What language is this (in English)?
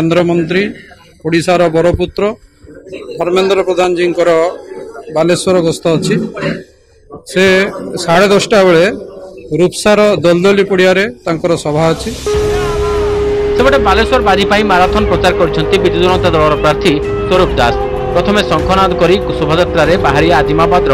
Odia